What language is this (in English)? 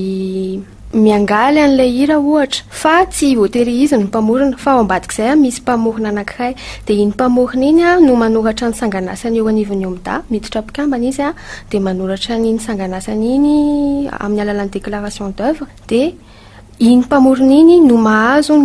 Malagasy